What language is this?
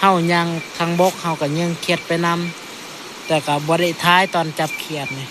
Northeastern Thai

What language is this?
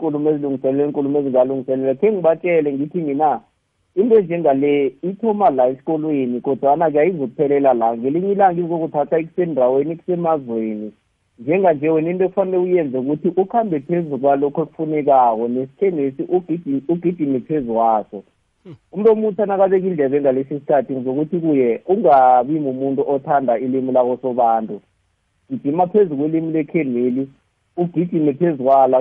South Ndebele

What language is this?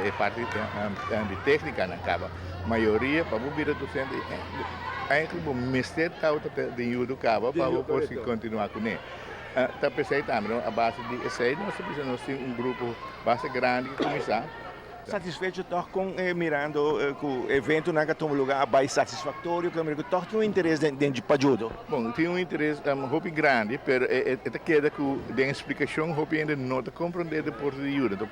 Papiamento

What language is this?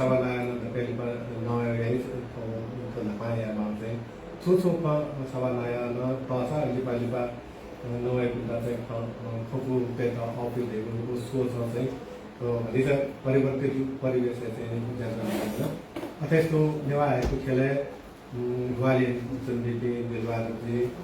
Newari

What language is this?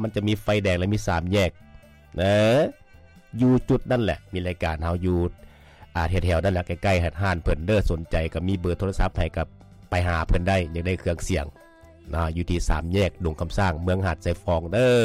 Lao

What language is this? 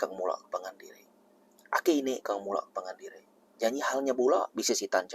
Iban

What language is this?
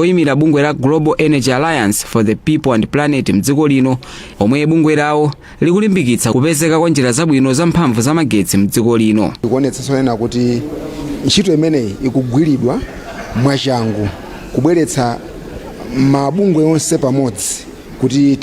Nyanja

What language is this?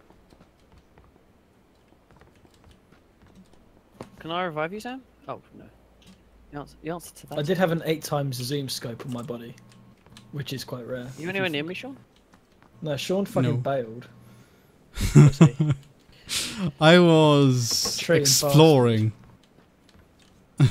English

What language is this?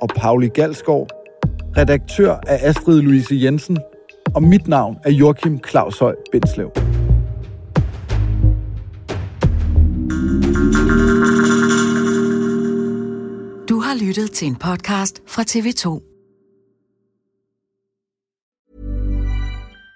Danish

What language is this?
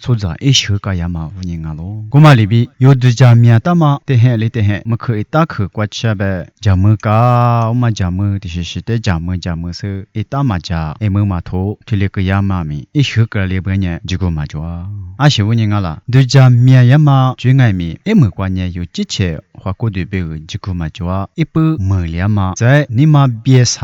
Lisu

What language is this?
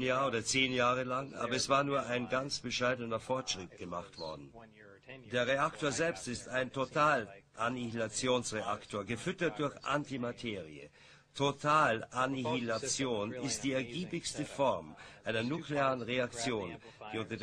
German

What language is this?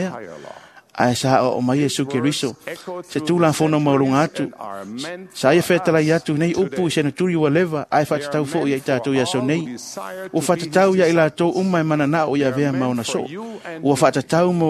Samoan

